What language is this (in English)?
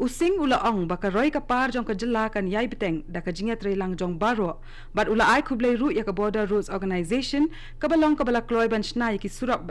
Khasi